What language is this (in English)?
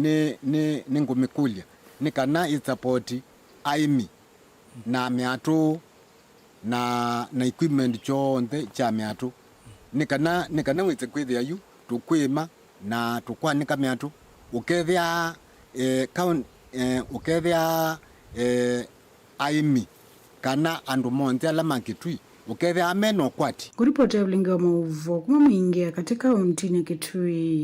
Kamba